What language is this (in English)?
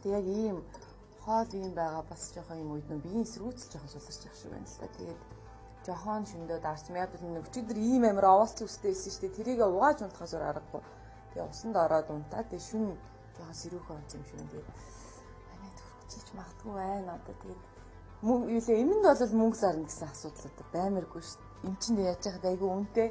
Mongolian